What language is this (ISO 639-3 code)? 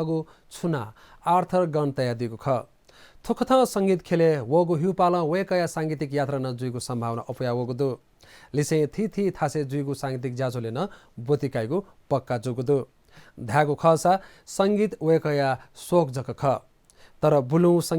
new